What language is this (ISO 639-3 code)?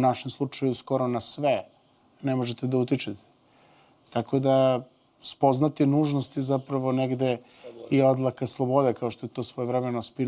srp